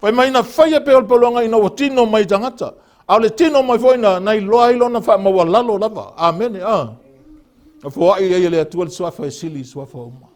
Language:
Samoan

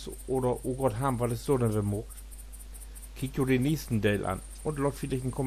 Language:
Low German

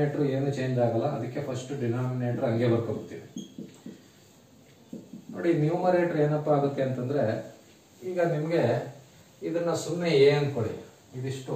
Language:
Kannada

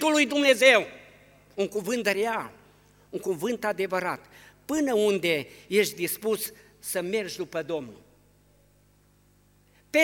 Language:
Romanian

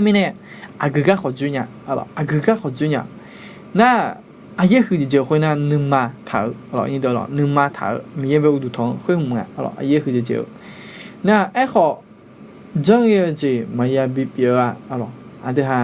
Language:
Akha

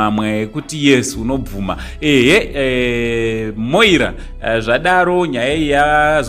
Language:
Shona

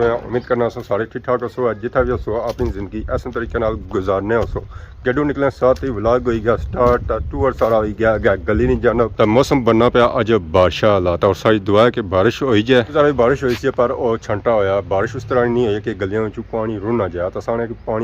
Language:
Pahari-Potwari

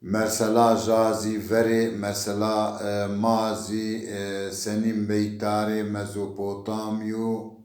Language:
Zaza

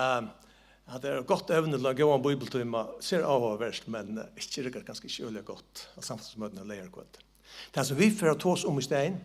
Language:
Faroese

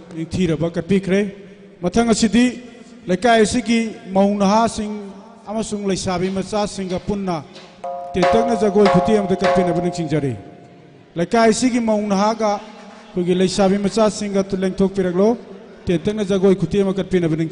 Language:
Manipuri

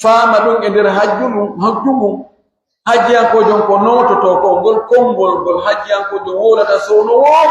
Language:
Pular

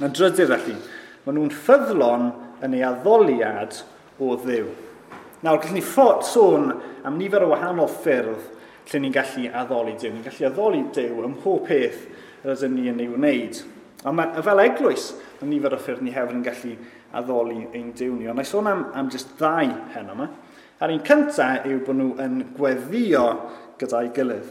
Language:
Welsh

